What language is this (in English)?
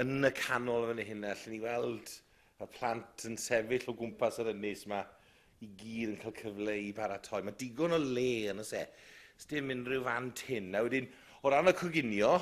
Welsh